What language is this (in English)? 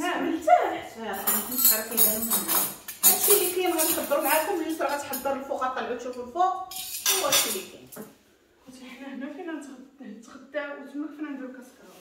Moroccan Arabic